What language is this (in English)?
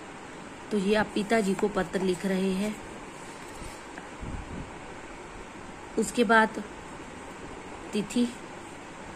Hindi